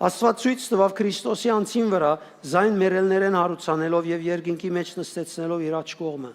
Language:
Western Armenian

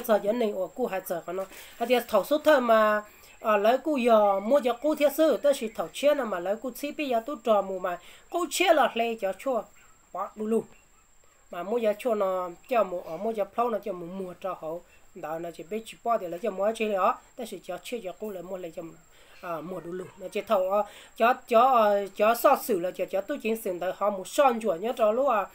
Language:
Hmong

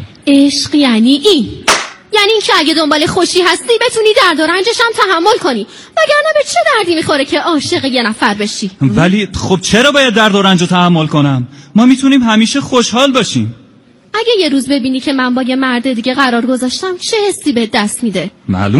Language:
Persian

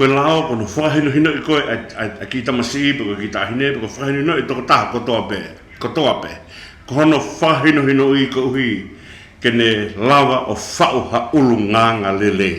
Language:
Tongan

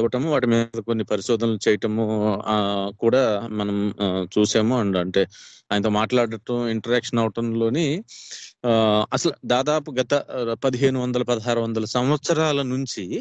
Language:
Telugu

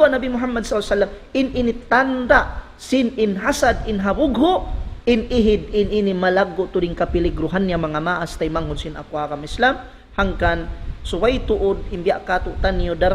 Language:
Tausug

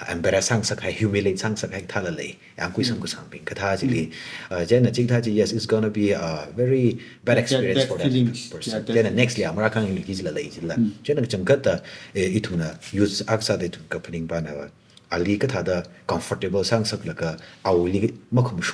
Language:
Tangkhul Naga (India)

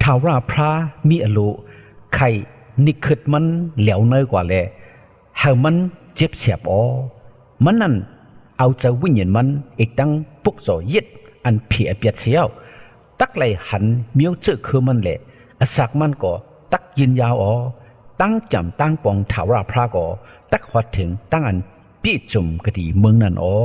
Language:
Shan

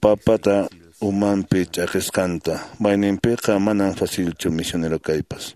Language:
Quechua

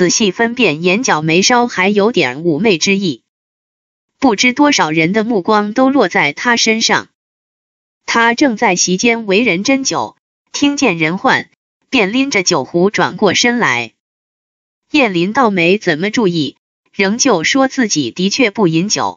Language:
Chinese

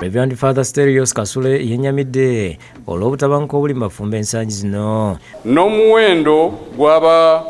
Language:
Ganda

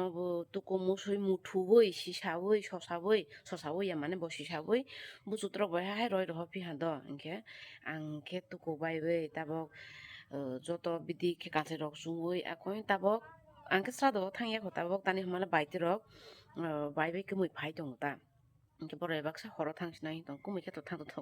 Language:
Kok Borok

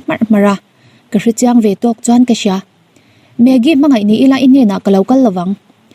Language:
Mizo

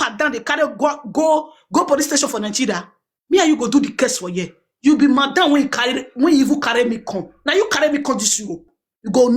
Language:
Nigerian Pidgin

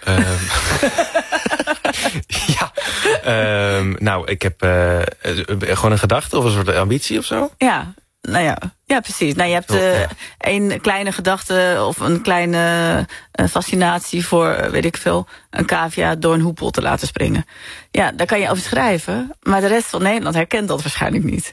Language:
Dutch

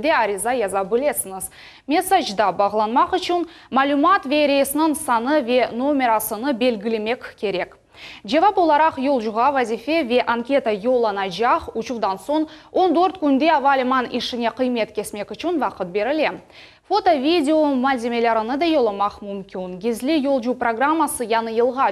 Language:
Crimean Tatar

